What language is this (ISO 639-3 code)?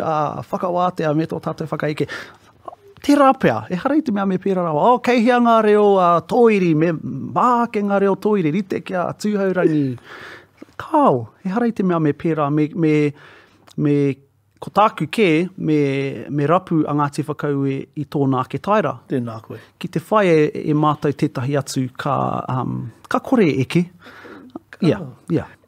mri